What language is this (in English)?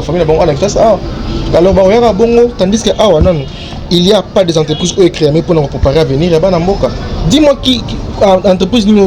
Lingala